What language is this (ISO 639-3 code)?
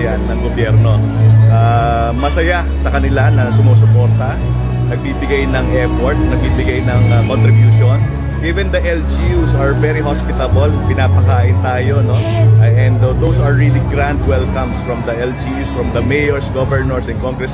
fil